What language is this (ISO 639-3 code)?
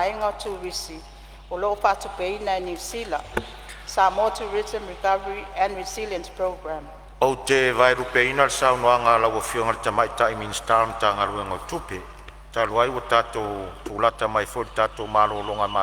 smo